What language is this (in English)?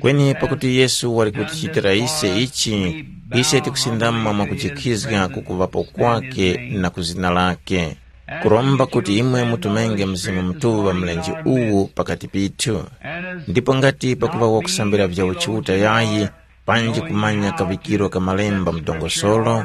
Tumbuka